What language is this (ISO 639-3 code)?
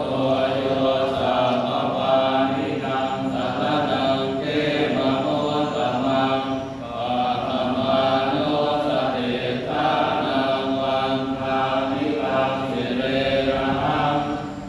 pli